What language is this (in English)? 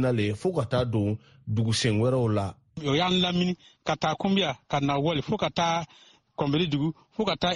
Bambara